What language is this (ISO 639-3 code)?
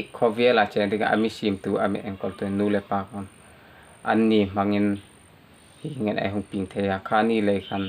hmr